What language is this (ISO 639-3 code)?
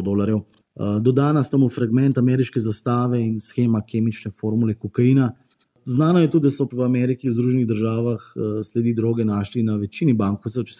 slv